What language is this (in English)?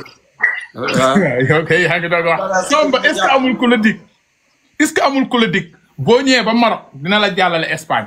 Wolof